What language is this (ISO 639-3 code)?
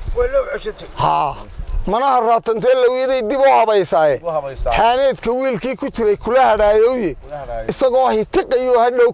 som